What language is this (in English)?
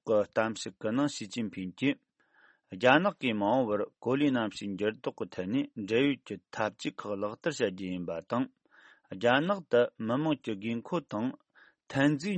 Tibetan